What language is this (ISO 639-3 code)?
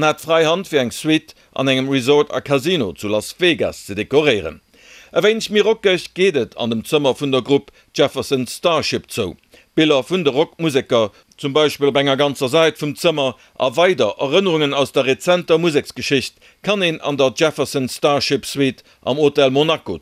ltz